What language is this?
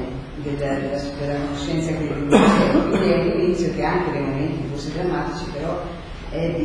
Italian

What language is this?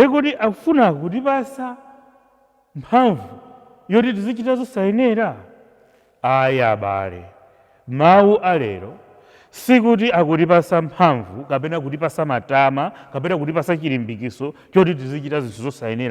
Nyanja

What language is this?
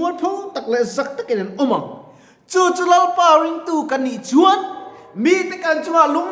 Mizo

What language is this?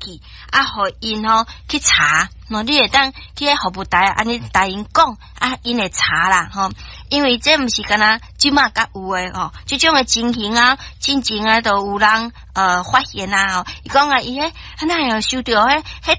Min Nan Chinese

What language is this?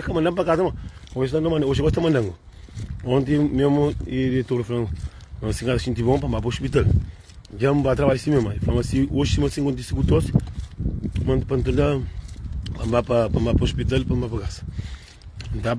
Kabuverdianu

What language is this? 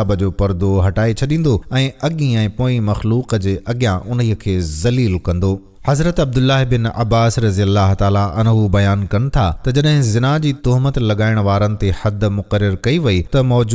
Sindhi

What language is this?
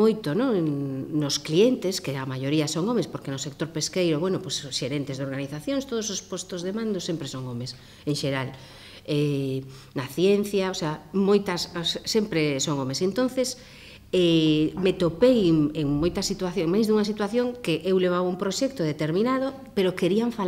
Galician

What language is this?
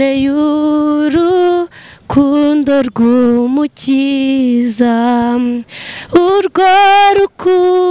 Kinyarwanda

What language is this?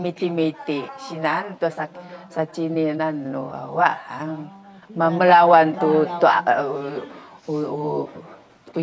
Sakizaya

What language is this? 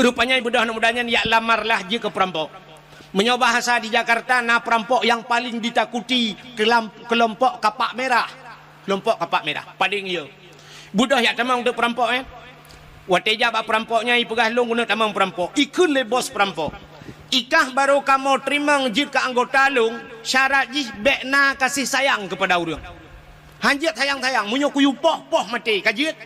Achinese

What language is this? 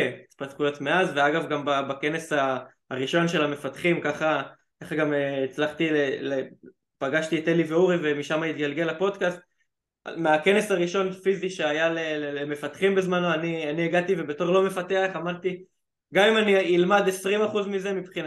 Hebrew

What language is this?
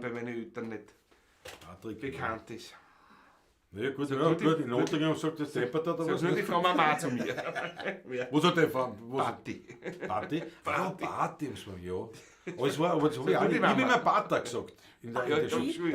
Bavarian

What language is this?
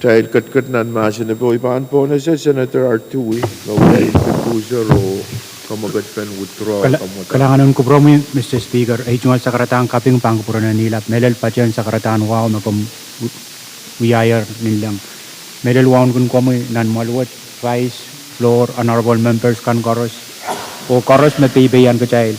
Pohnpeian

